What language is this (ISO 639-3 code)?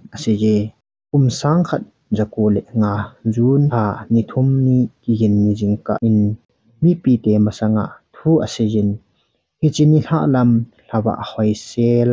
tcz